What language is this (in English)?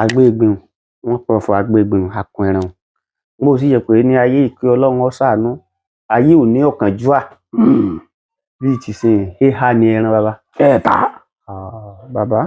Yoruba